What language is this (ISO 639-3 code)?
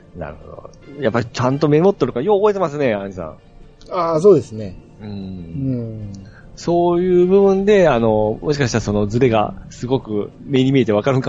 jpn